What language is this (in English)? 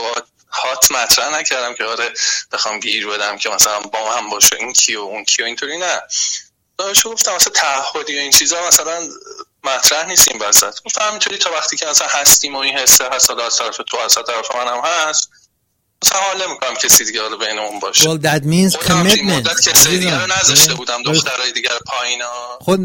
Persian